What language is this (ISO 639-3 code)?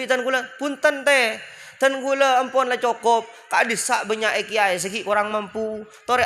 mad